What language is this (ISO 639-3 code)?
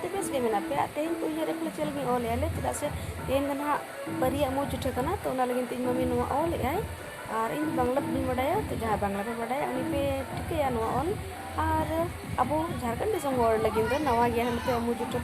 sat